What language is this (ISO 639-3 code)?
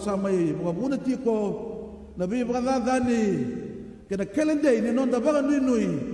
fij